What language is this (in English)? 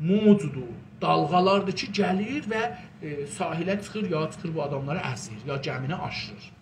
South Azerbaijani